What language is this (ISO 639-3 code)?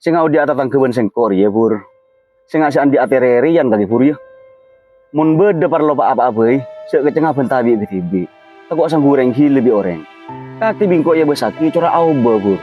mad